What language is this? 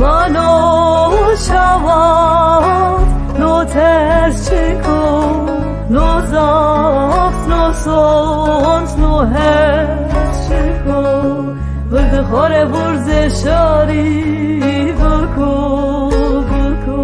Zaza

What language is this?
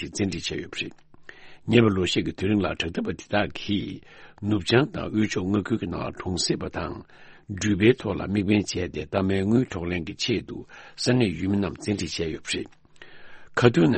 Tibetan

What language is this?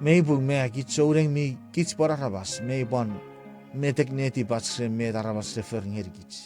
Chuukese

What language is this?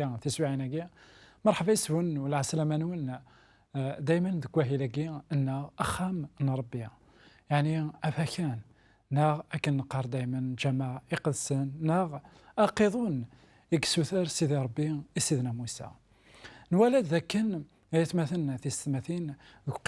Kabyle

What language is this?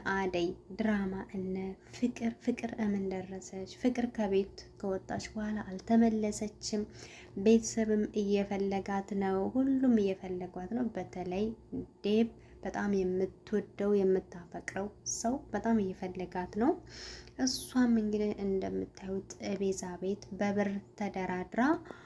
Amharic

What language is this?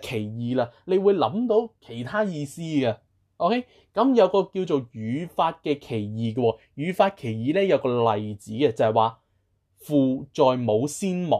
Cantonese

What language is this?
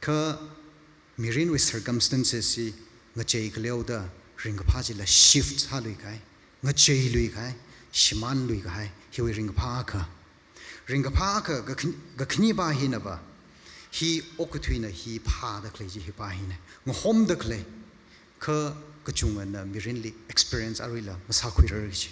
Tangkhul Naga (India)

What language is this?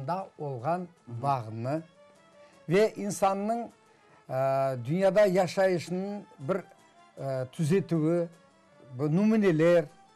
Crimean Tatar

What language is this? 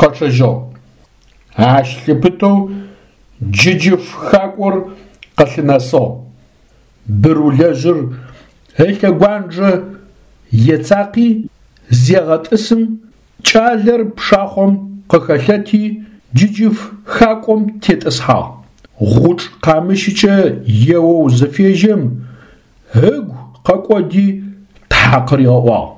Adyghe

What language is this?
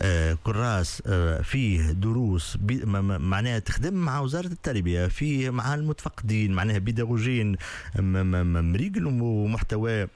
Tunisian Arabic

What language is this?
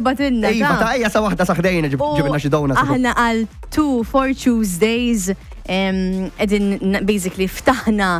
Maltese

